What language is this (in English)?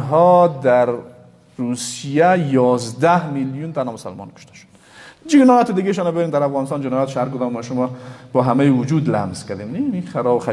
Persian